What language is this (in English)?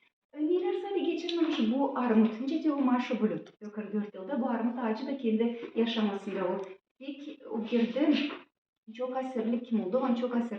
Gagauz